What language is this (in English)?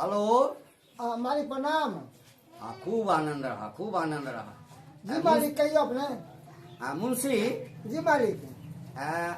Maithili